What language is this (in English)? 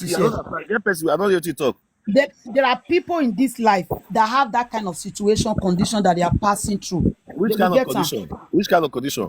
Nigerian Pidgin